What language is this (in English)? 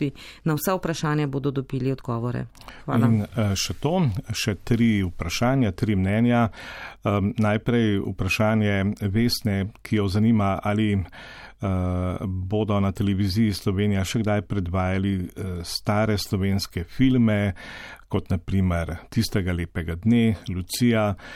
Slovenian